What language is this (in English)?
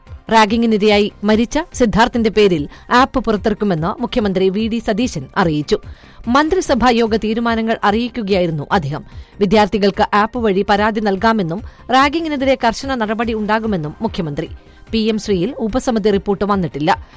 Malayalam